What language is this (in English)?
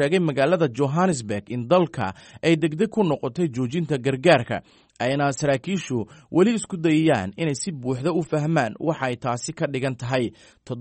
Somali